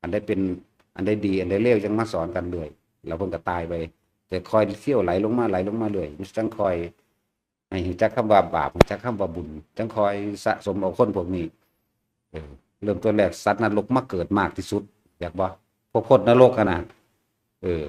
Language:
Northeastern Thai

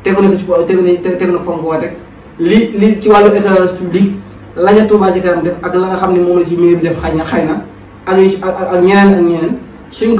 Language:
Wolof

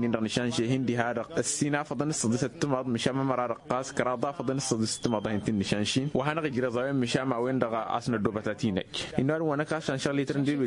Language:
Tamasheq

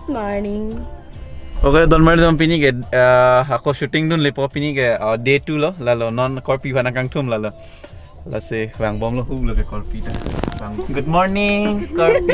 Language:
Karbi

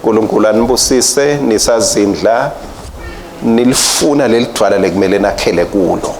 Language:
Swati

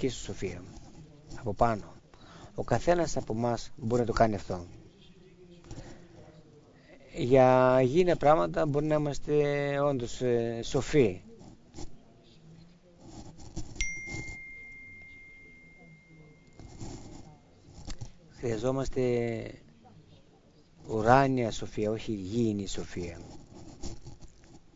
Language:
Greek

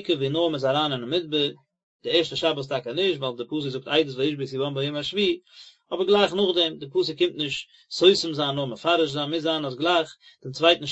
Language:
Yiddish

